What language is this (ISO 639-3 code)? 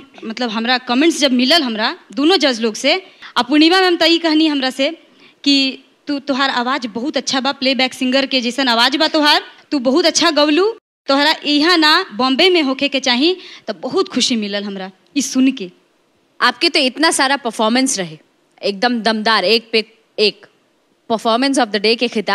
bho